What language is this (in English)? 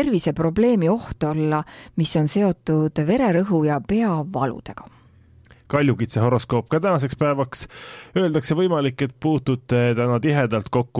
Estonian